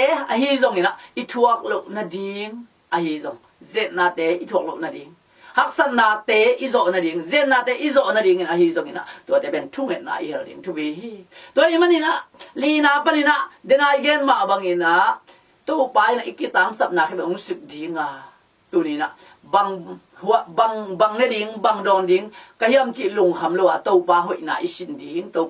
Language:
Tedim Chin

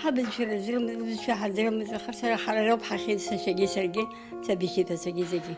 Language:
Abkhazian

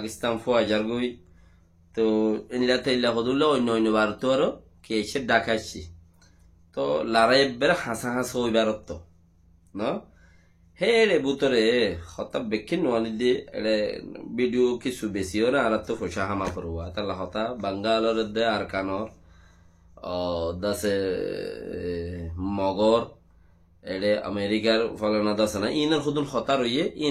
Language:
Rohingya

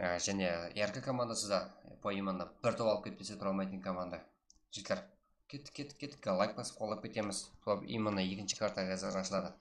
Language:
Kara-Kalpak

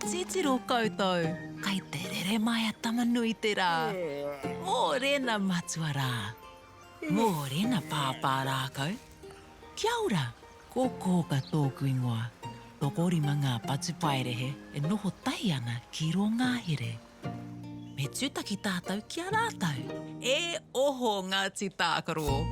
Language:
Māori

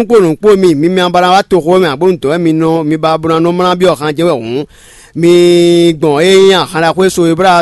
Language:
Fon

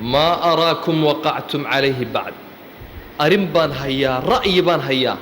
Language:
Somali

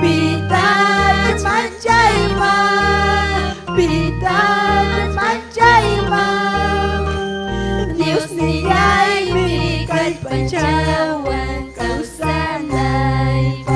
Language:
Ayacucho Quechua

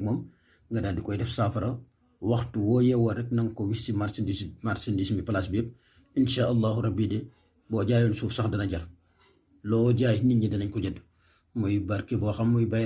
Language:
Wolof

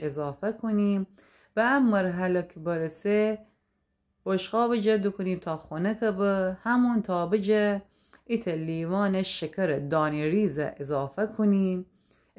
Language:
Gilaki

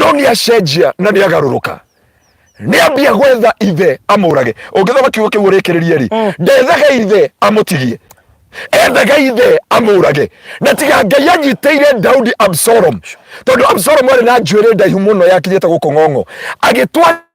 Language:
Kikuyu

